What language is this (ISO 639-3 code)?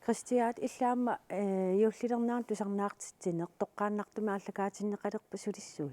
kal